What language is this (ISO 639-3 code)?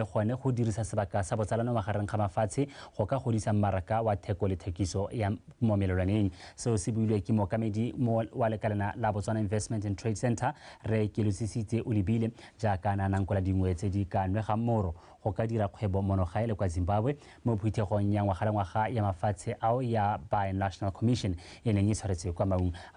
tsn